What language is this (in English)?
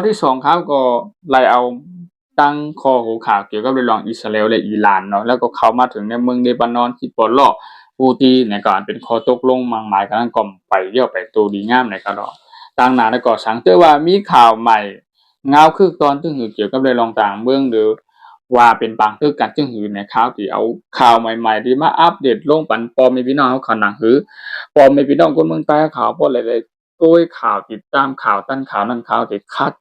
Shan